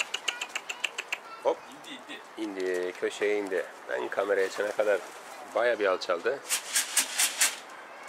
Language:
Turkish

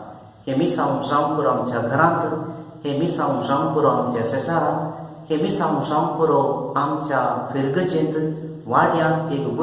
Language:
Konkani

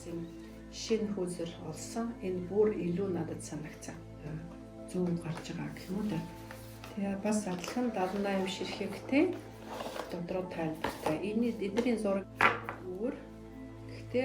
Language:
Mongolian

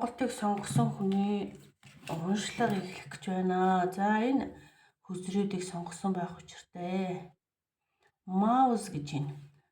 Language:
Mongolian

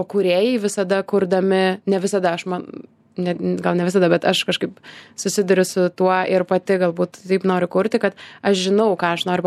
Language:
Lithuanian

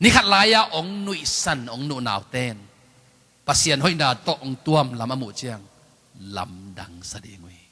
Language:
Tedim Chin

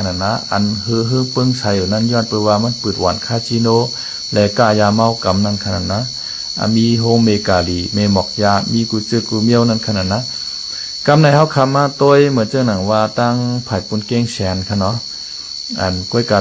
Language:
Shan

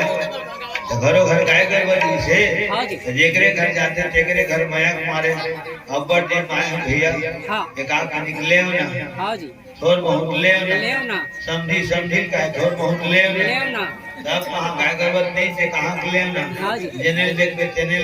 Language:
Chhattisgarhi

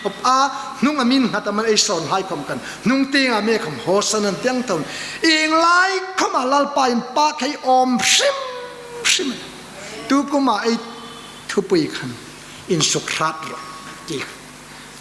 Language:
Hmar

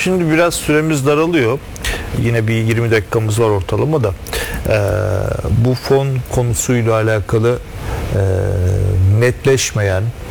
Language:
Turkish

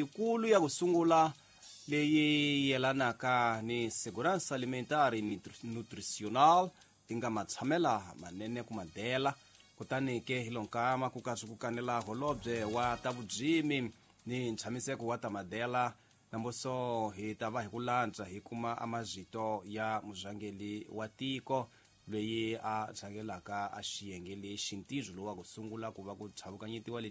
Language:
Tsonga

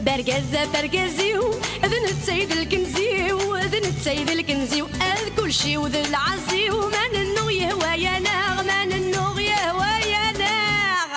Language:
Kabyle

